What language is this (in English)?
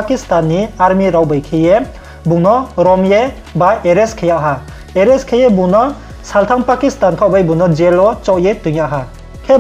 Riang (India)